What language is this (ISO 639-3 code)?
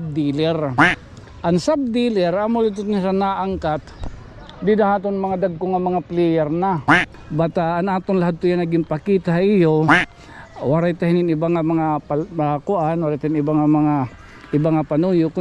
war